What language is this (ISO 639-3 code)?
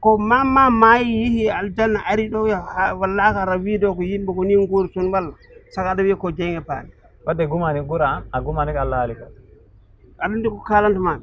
ful